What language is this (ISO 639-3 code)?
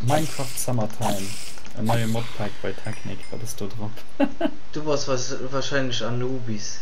ltz